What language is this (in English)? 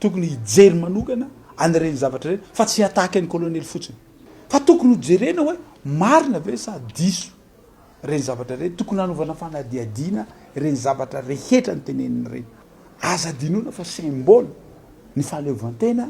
Malagasy